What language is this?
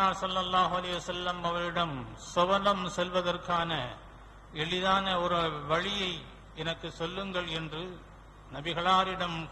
Tamil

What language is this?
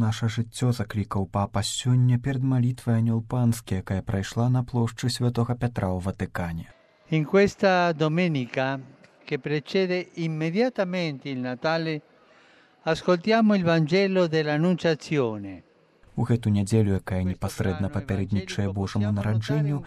Belarusian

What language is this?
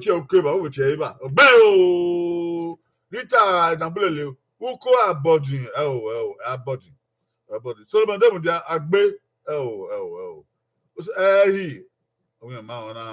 Bini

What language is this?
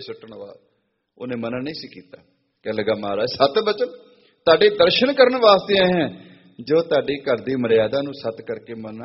Punjabi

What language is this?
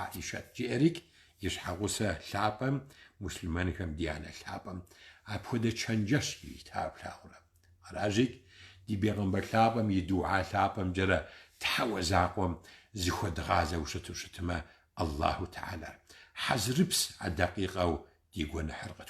Kabardian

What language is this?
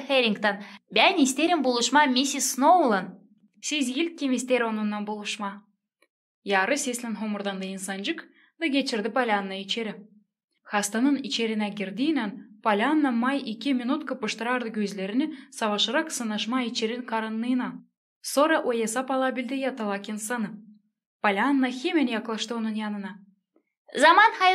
Gagauz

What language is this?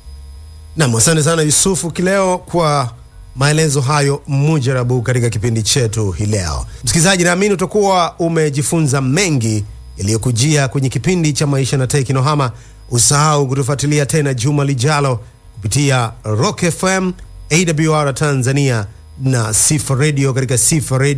Swahili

